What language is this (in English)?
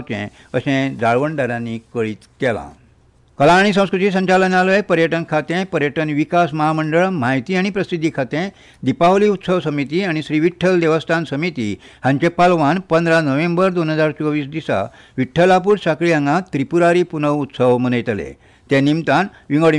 Konkani